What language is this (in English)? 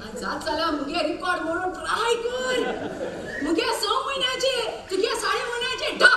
Konkani